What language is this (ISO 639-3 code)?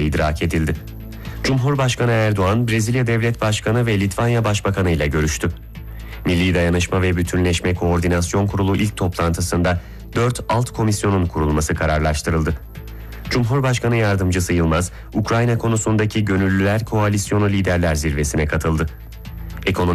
tur